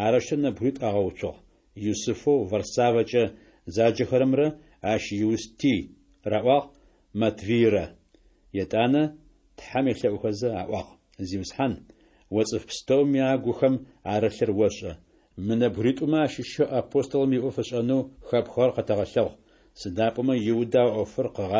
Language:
Adyghe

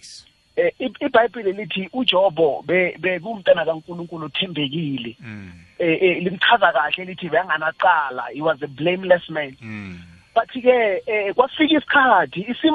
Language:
South Ndebele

